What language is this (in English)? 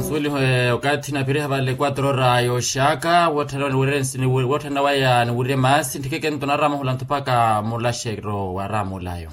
Makhuwa